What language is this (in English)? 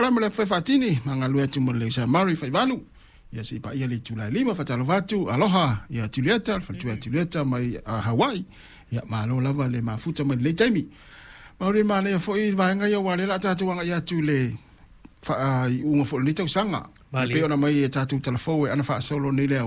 Samoan